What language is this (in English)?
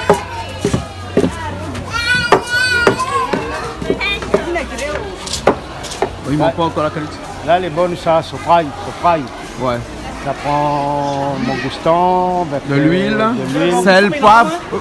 Réunion Creole French